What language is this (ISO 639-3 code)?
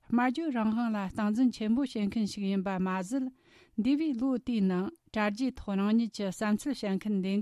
bod